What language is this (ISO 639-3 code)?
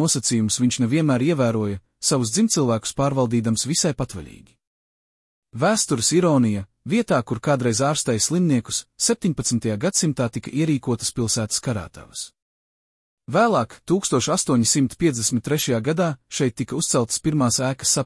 lav